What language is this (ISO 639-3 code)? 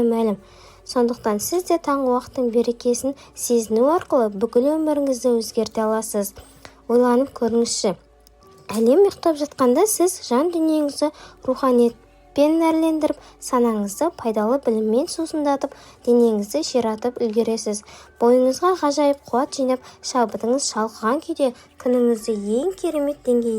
kaz